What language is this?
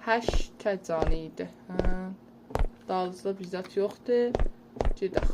South Azerbaijani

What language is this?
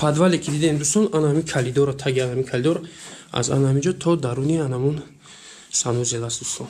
Tajik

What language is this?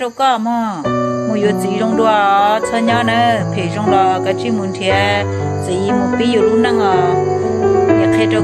Hmong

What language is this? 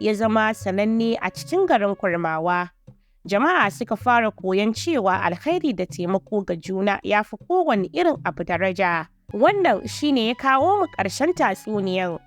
Hausa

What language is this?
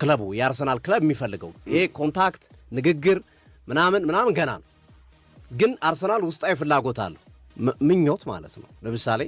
Amharic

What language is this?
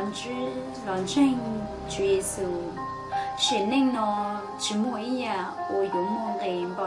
Hmong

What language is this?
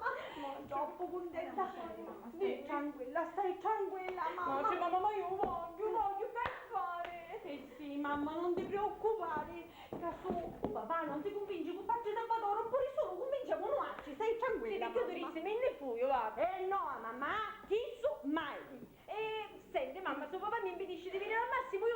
Sicilian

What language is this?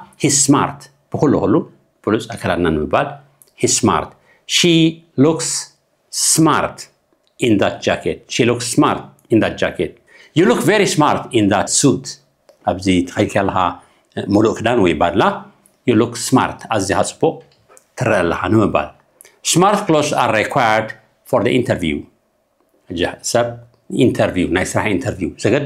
Tigrinya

